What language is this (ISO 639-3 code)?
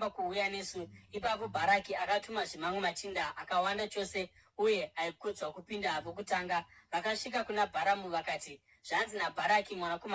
sna